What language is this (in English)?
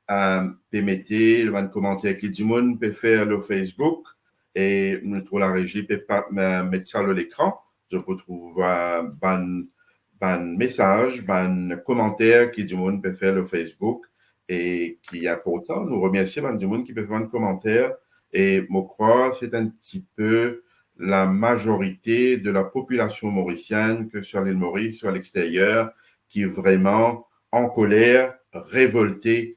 Morisyen